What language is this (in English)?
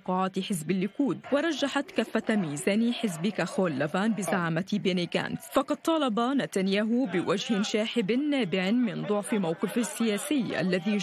Arabic